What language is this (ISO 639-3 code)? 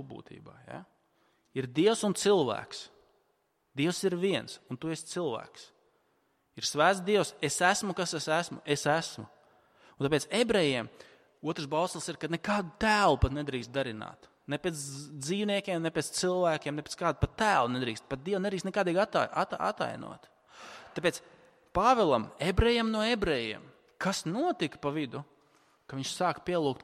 lav